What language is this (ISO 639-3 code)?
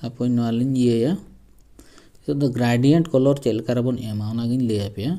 sat